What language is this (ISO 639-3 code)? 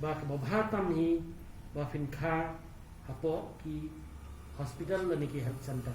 kha